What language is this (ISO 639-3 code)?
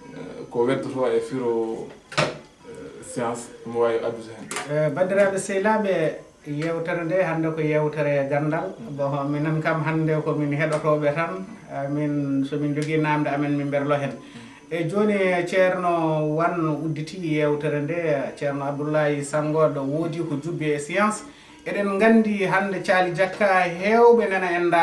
ful